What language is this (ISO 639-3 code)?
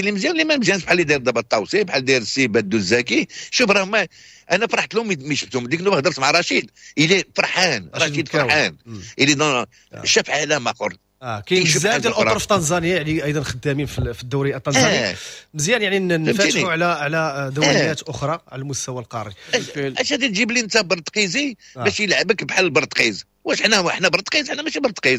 ary